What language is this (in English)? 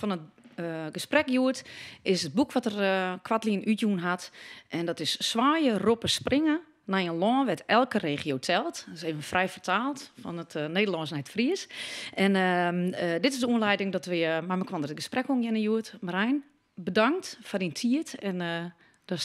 Western Frisian